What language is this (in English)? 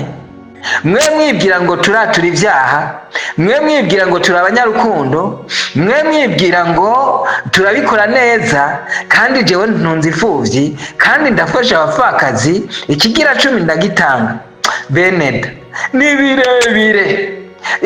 Rundi